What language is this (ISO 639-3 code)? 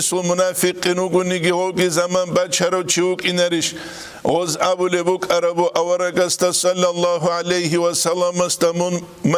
ava